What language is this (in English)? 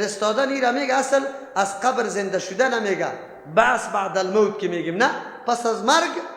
Persian